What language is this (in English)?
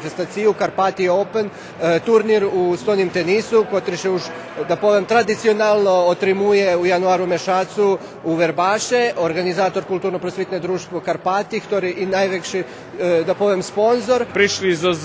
Rusyn